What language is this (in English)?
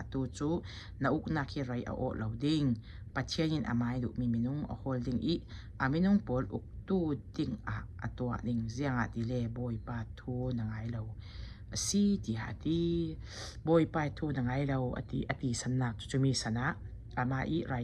Falam Chin